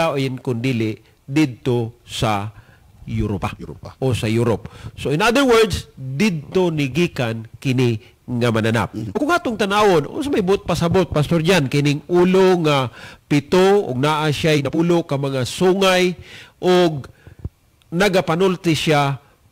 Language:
Cebuano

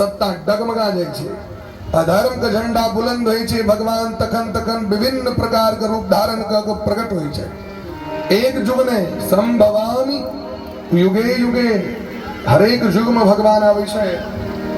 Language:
Maithili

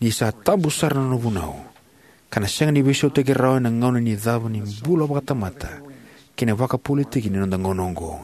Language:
Fijian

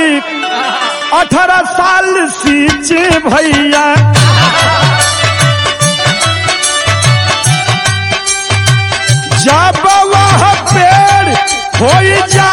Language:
Bhojpuri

